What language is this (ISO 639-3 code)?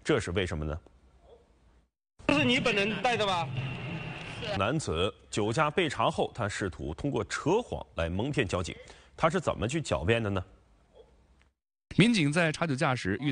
zho